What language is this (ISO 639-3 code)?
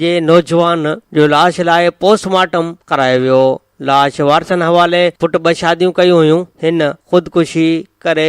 snd